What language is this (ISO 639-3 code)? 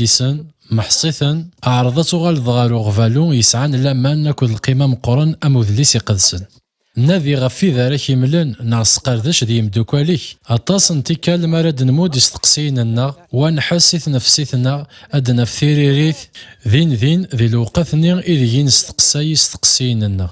kab